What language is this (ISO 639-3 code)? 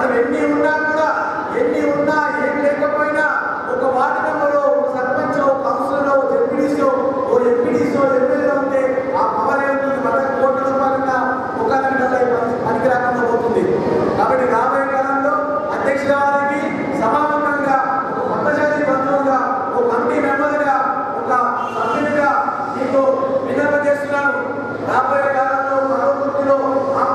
tel